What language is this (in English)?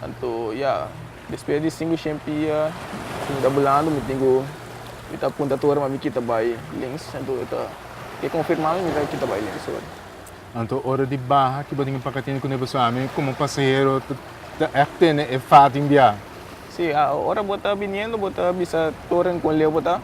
Papiamento